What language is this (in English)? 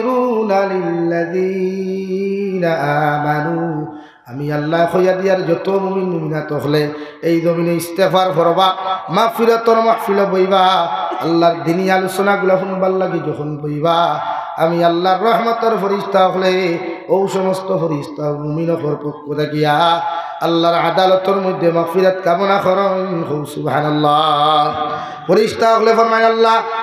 Sylheti